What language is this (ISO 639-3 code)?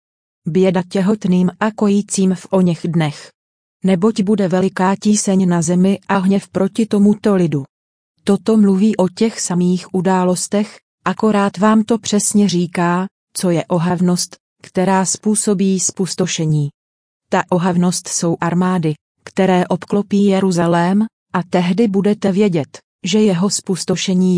ces